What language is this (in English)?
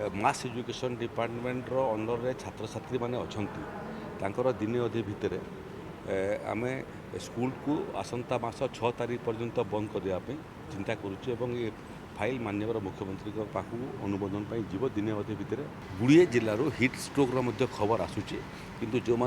Odia